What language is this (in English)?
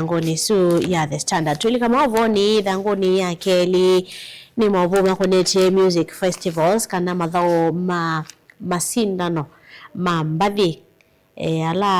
Kamba